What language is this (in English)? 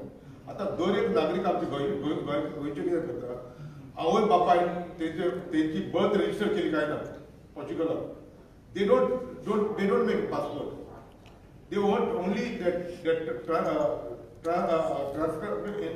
Konkani